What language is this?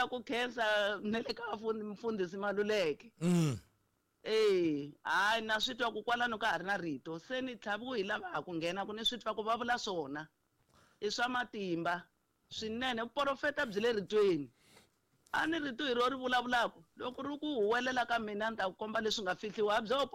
Tsonga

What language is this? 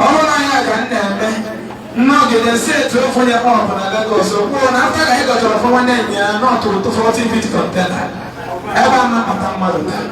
Igbo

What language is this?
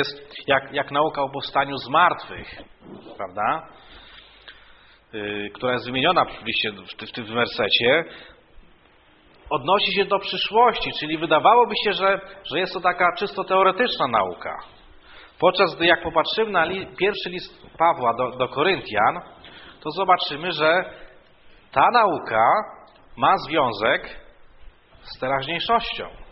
Polish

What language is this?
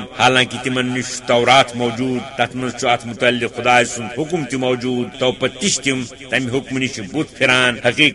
Kashmiri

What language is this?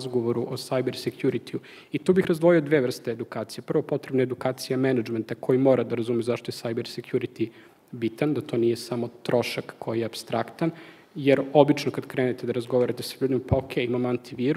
Serbian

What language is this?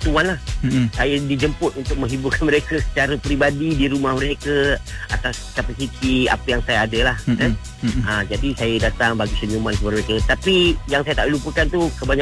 Malay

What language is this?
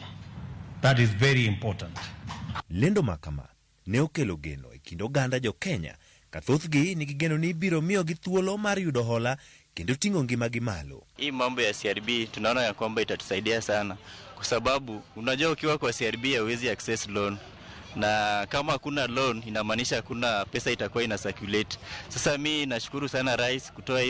Luo (Kenya and Tanzania)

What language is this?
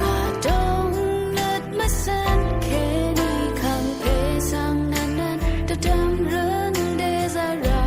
Rawang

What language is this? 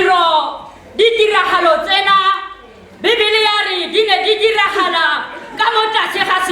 Tswana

